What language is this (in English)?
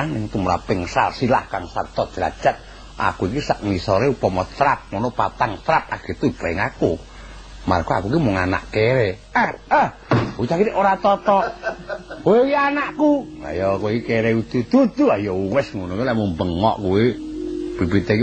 Javanese